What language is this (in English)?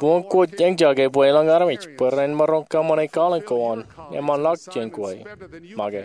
Marshallese